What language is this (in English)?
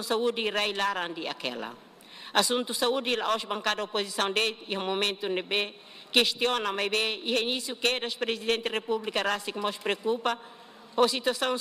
Tetum